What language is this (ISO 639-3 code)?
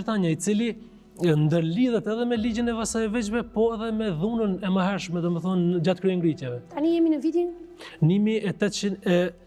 sqi